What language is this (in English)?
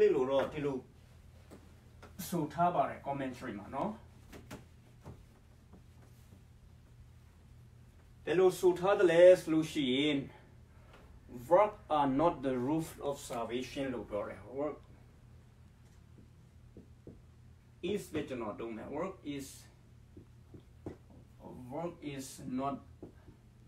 Burmese